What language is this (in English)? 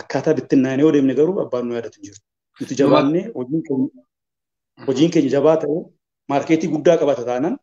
Oromo